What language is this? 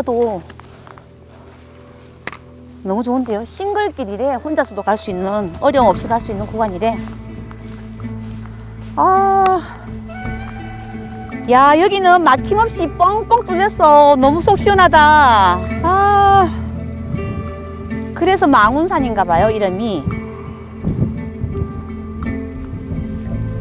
Korean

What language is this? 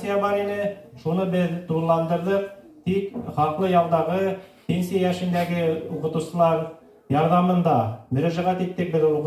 Bashkir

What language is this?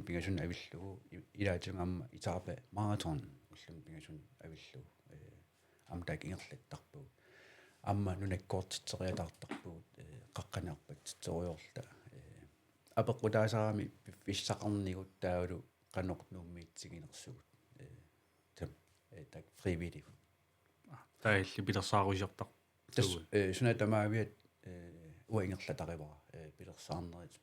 Kalaallisut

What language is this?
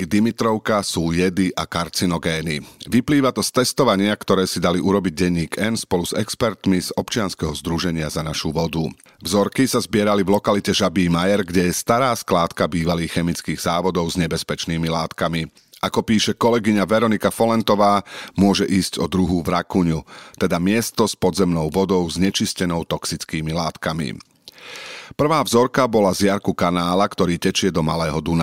Slovak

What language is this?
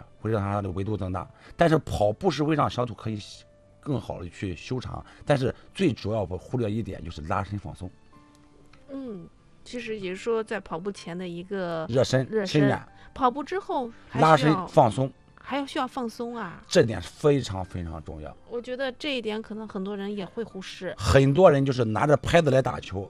Chinese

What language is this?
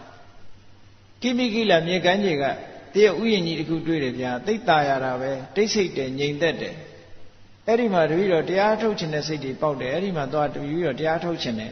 Burmese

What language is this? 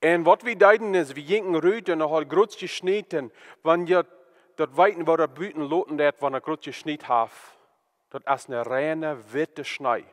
Plautdietsch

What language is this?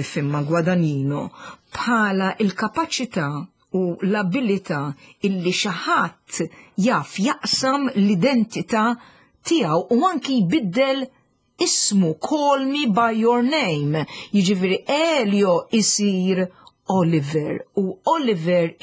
Maltese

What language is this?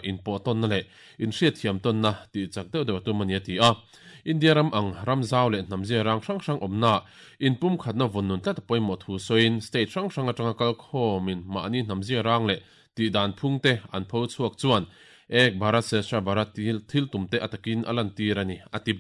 Mizo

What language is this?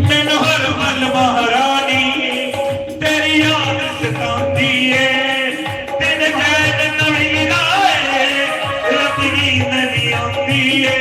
Dogri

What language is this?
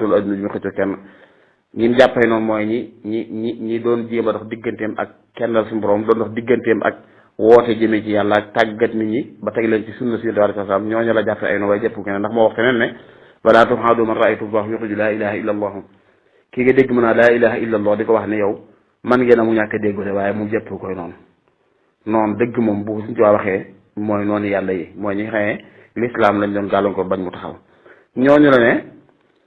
Wolof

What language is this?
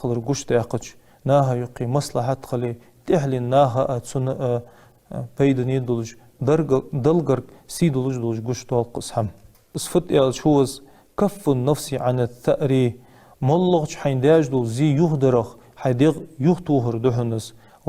Ingush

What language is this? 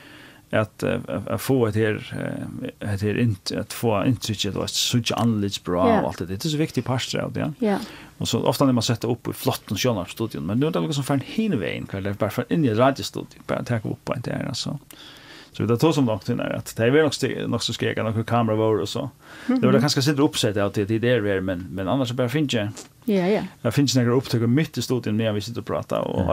Faroese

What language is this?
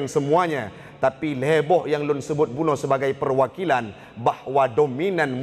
Achinese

